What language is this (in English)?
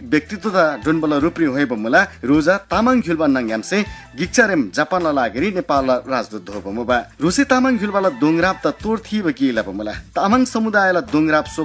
Eastern Tamang